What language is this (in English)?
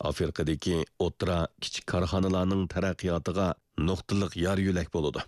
Uyghur